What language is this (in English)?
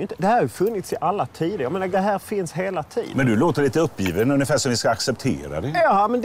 Swedish